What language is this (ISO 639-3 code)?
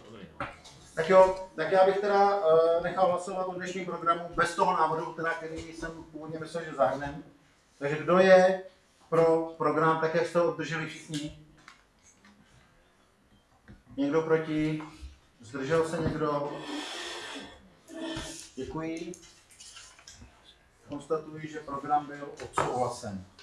ces